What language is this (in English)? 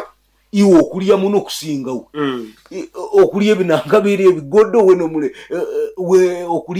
Nyoro